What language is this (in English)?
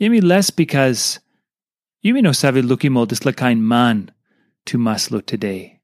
Tok Pisin